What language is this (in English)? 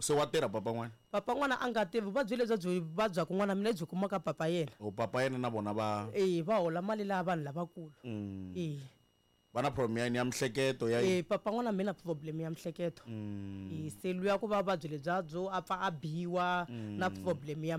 Tsonga